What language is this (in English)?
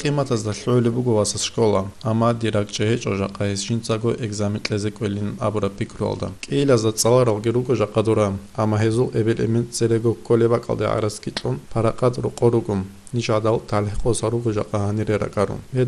Avaric